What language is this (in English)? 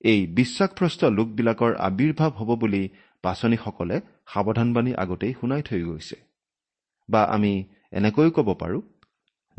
Assamese